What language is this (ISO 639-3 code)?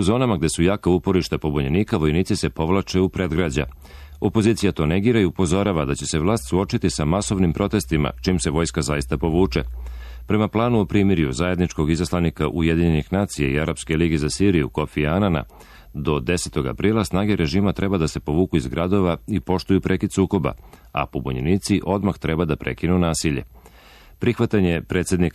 srp